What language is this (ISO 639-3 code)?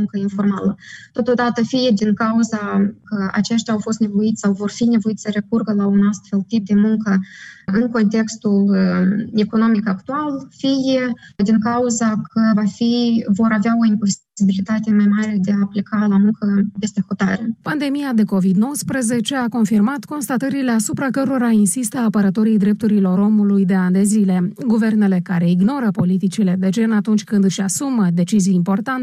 ron